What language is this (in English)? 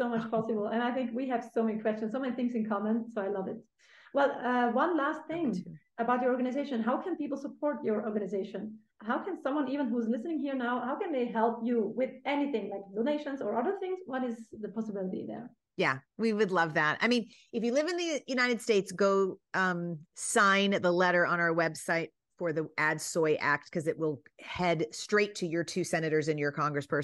English